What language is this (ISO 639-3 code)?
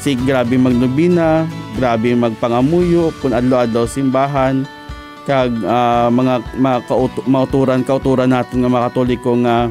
hil